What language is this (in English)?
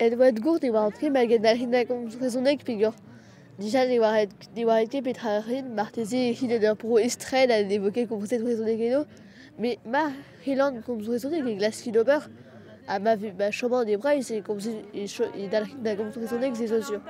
Breton